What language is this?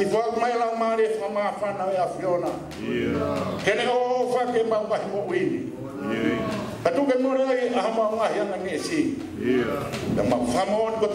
Tongan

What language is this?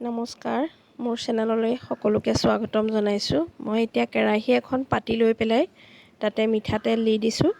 Assamese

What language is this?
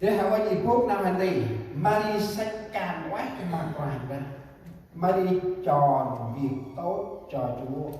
Central Mnong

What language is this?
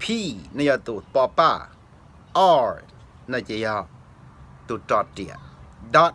Hmong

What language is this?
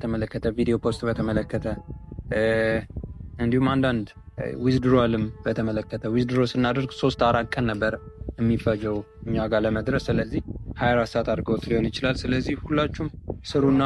Amharic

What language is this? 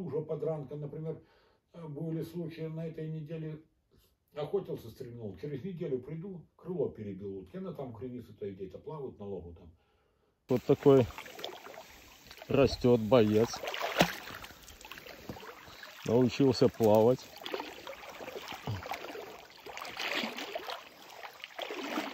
Russian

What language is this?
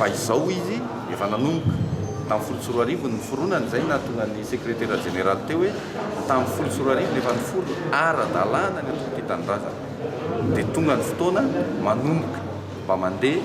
Malagasy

